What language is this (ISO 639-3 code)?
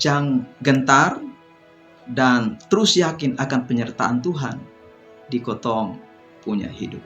mkn